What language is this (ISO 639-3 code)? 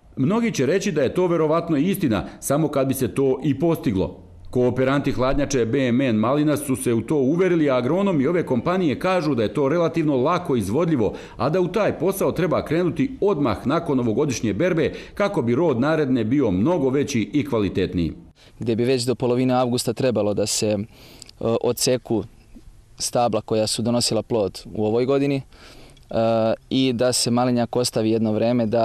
srp